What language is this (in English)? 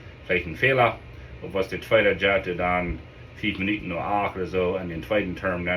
Plautdietsch